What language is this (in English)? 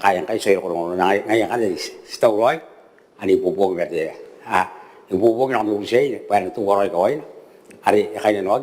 Gilbertese